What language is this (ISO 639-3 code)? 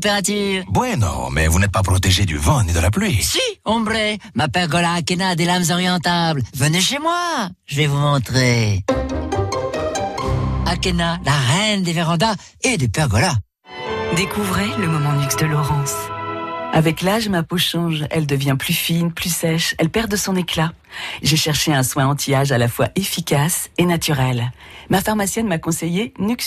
fra